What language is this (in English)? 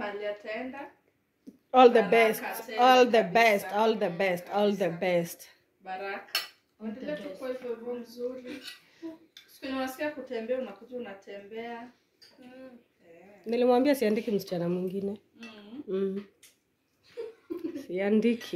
Swahili